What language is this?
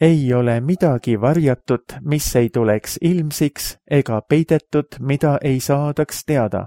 Estonian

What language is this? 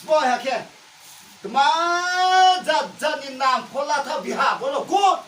Riang (India)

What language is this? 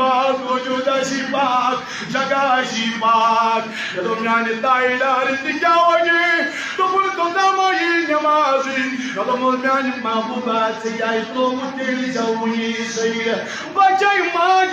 Kashmiri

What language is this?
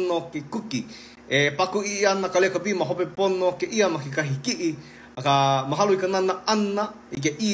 Hawaiian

